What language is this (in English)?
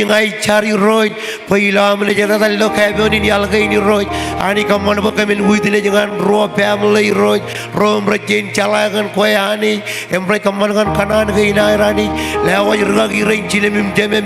Marshallese